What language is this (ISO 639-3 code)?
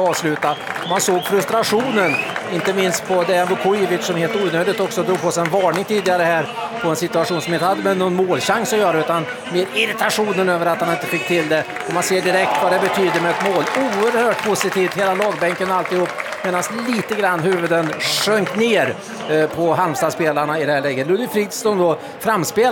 swe